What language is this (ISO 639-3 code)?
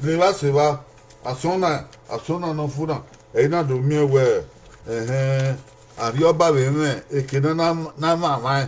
bin